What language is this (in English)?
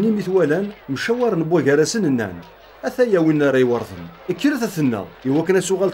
Kabyle